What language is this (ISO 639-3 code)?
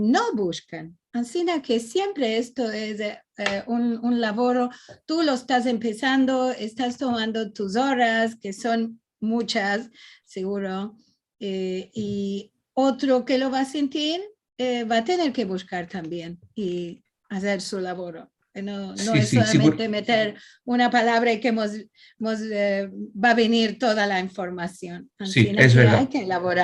lad